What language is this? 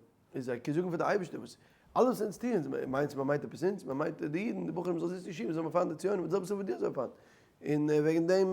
Yiddish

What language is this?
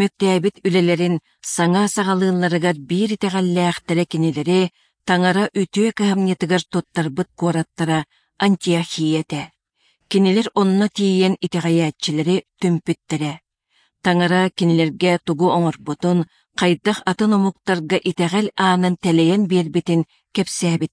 Yakut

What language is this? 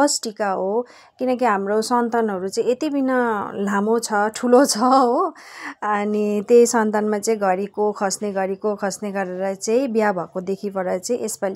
Nepali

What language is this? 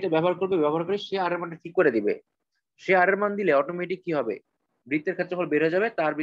Bangla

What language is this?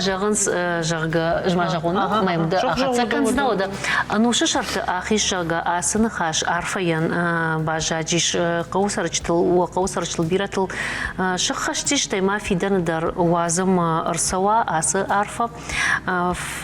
Ossetic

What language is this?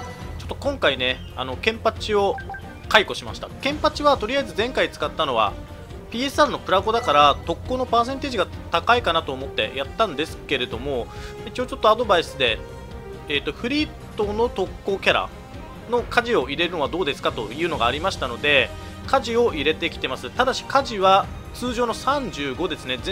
Japanese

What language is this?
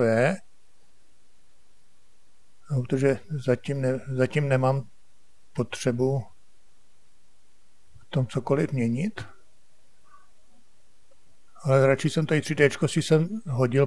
Czech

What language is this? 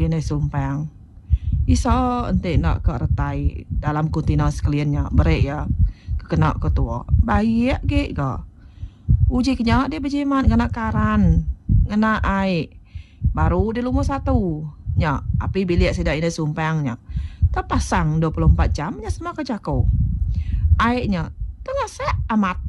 Iban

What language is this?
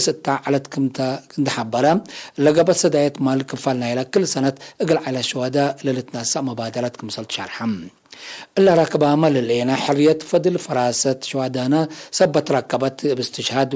Tigre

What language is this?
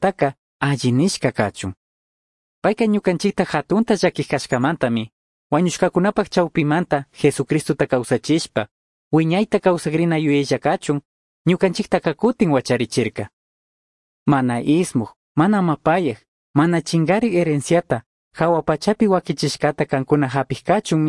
Chimborazo Highland Quichua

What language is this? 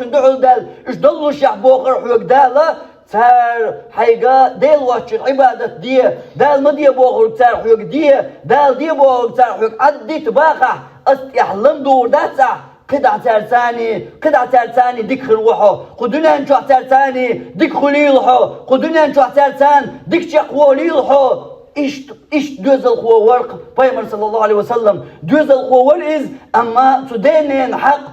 Chechen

